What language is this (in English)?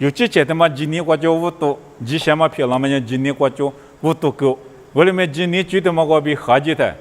Lisu